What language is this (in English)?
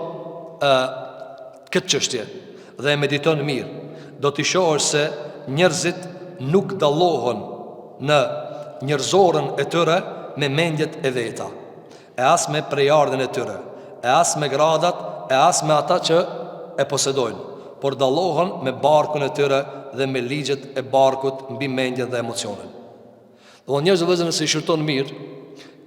Albanian